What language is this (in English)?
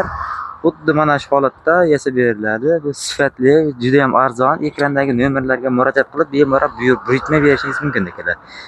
Uzbek